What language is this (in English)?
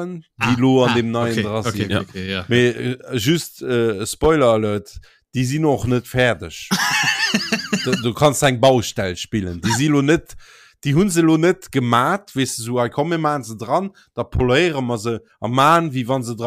Luxembourgish